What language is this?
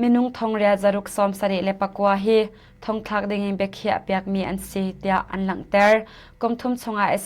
Hakha Chin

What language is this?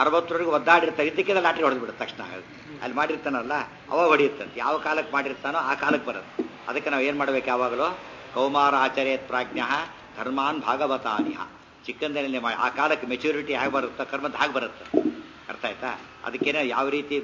Kannada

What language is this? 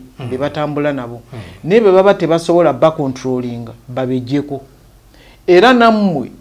Ganda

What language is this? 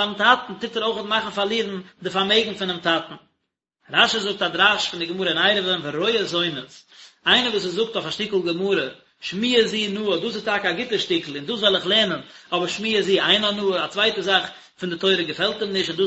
Yiddish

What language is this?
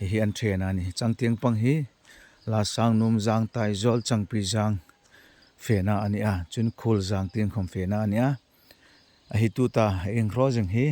Hmar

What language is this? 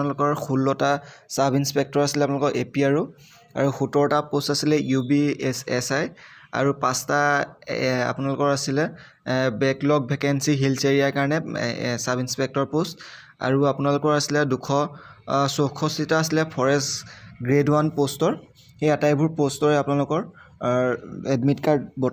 Assamese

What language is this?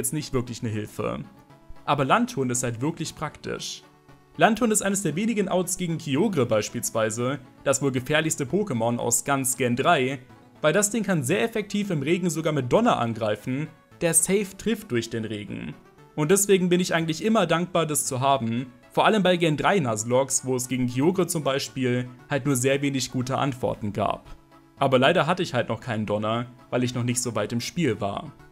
German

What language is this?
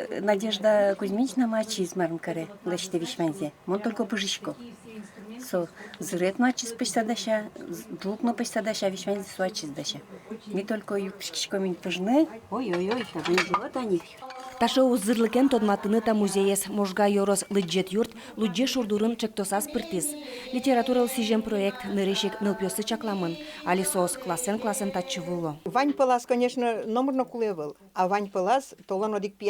Udmurt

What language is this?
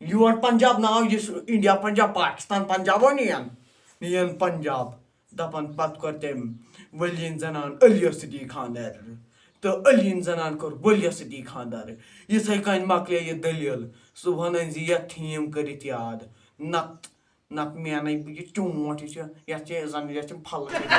Kashmiri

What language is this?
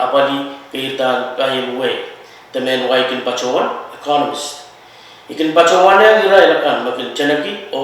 Pohnpeian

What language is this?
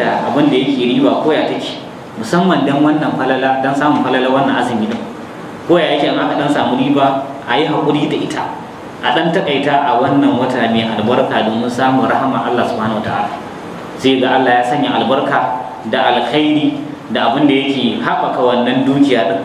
Hausa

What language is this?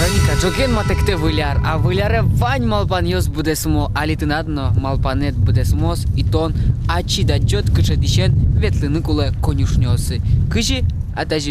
Udmurt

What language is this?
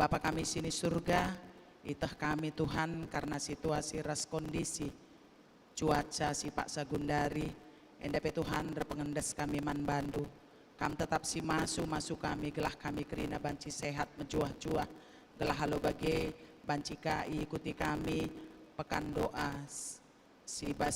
Batak Karo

